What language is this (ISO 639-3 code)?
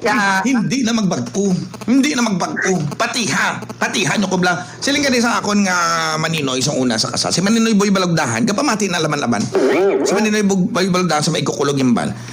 hil